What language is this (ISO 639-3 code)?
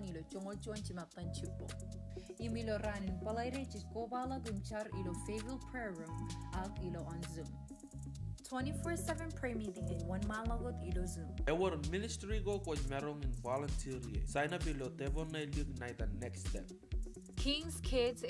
mah